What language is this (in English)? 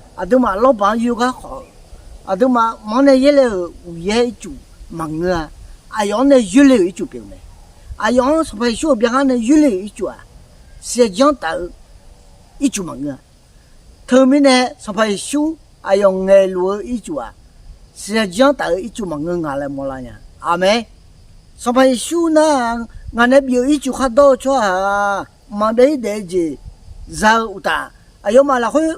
Akha